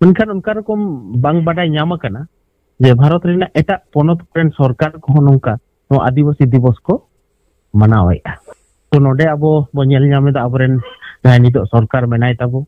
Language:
Santali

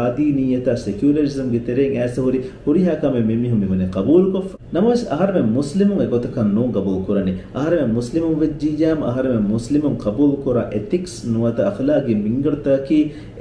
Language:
Divehi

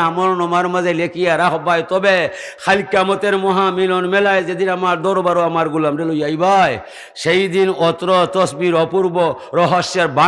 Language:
Sylheti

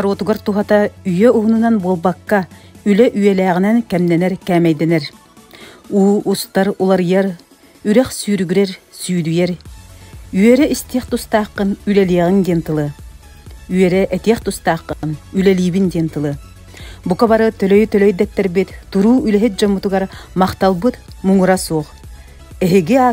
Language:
Yakut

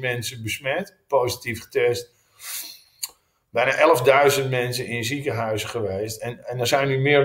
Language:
Dutch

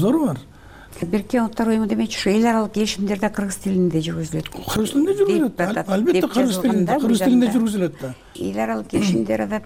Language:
Kyrgyz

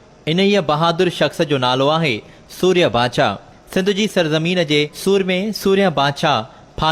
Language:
Sindhi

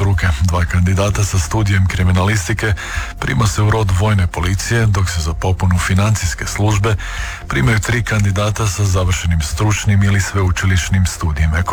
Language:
Croatian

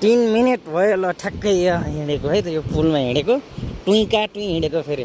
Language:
Nepali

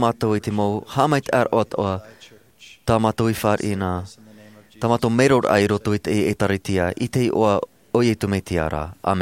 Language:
Tahitian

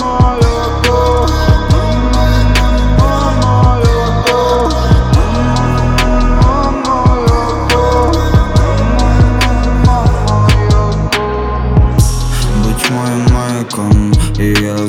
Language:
Ukrainian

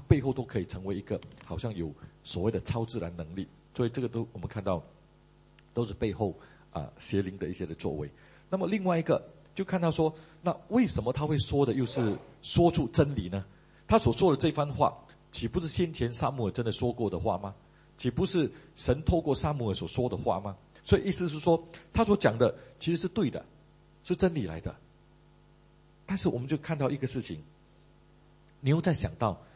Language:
Chinese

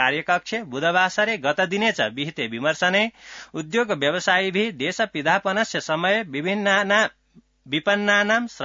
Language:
Sanskrit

